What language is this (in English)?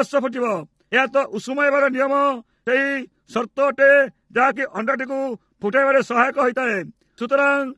Odia